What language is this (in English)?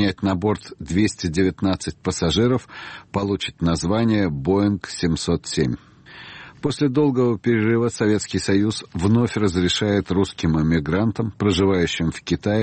Russian